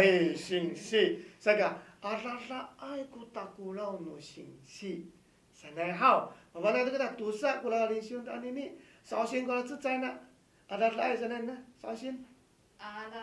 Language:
Amis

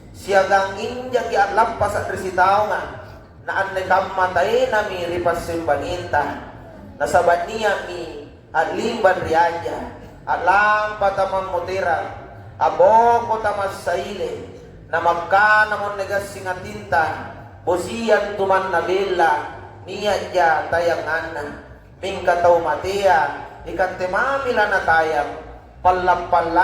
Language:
Makasar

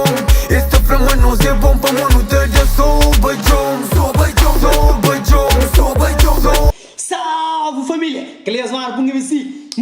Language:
Kabuverdianu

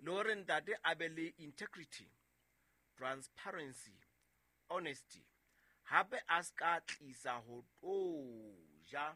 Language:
Southern Sotho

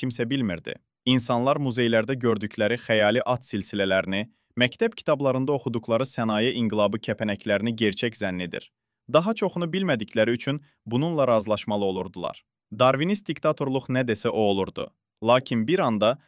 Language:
Azerbaijani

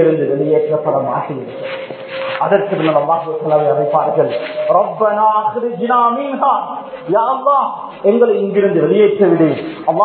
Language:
Tamil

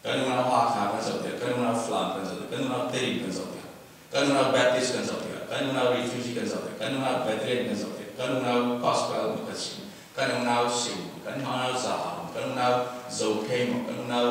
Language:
Falam Chin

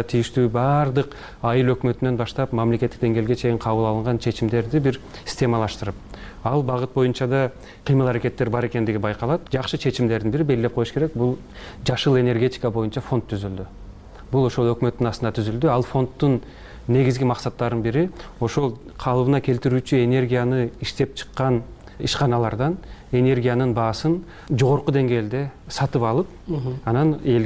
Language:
Kyrgyz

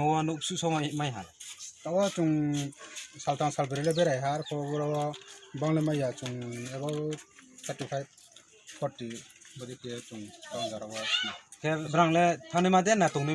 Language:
Riang (India)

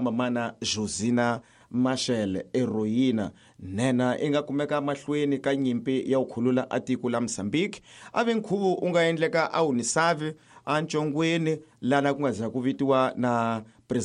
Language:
Tsonga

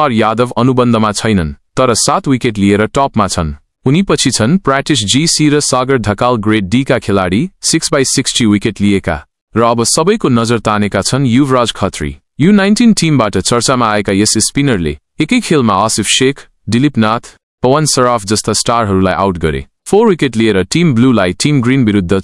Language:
Nepali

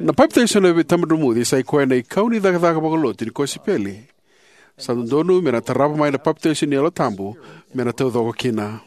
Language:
Fijian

